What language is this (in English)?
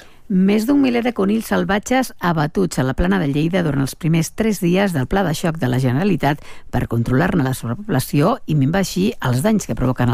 Catalan